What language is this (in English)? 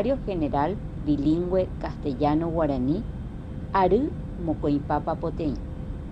Guarani